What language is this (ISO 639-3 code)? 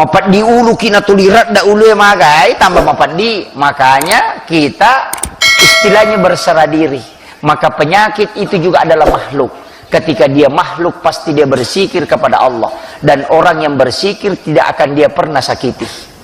bug